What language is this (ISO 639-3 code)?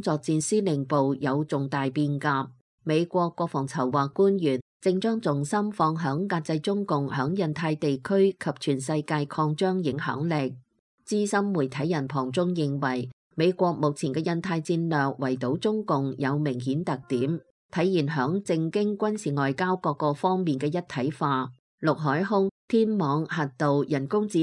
yue